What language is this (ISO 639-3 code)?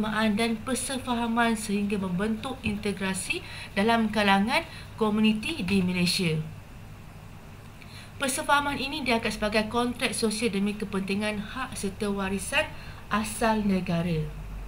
msa